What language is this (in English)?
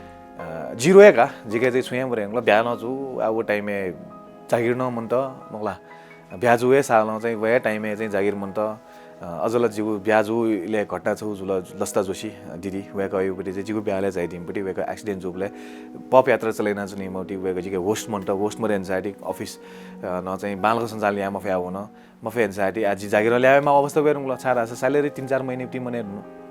Newari